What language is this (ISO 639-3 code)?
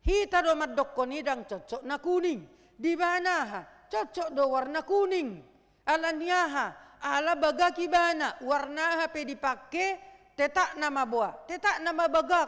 bbc